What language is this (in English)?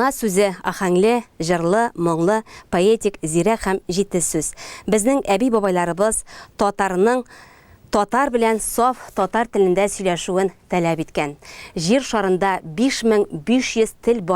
Tatar